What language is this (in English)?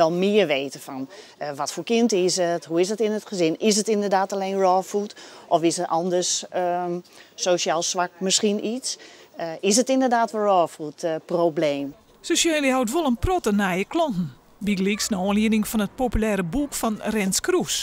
Western Frisian